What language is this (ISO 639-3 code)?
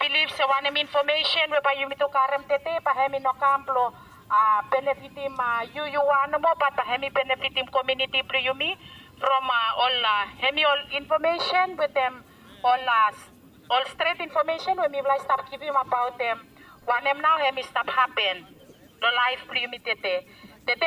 bis